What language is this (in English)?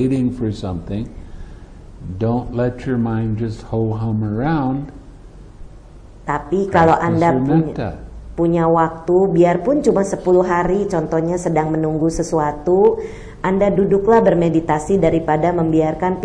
Indonesian